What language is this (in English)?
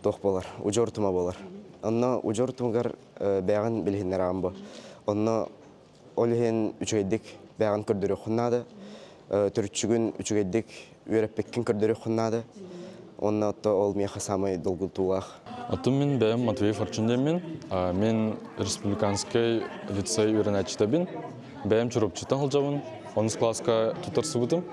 Yakut